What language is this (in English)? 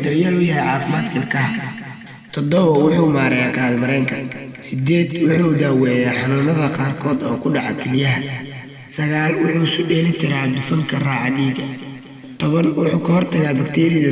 Somali